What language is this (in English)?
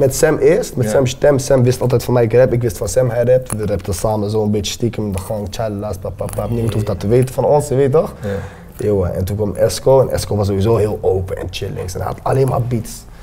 Dutch